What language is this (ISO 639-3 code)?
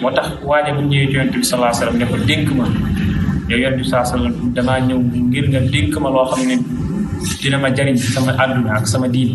wol